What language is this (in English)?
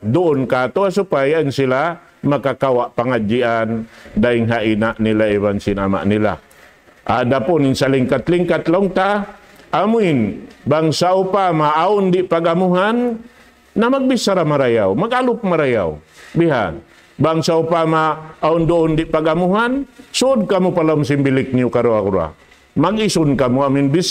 Tausug